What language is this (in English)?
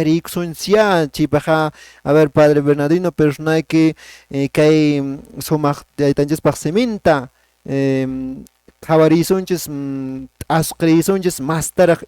Quechua